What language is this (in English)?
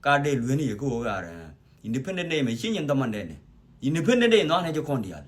Nuer